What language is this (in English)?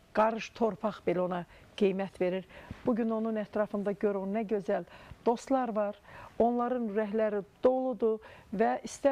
Azerbaijani